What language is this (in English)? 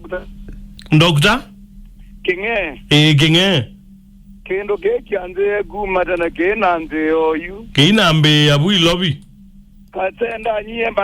Kamba